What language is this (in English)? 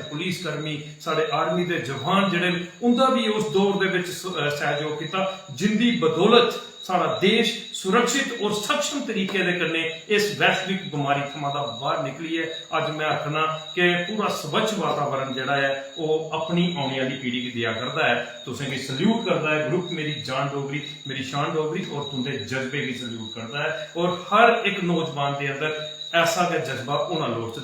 Dogri